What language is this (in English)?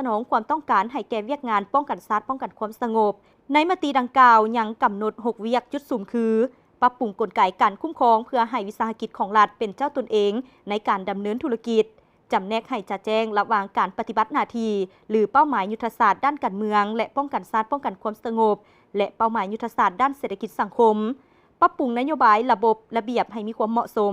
Lao